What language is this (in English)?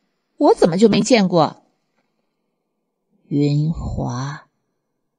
Chinese